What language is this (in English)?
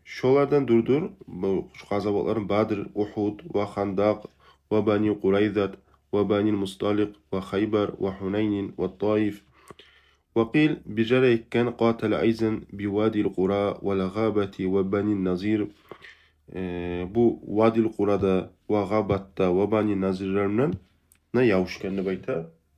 Kumyk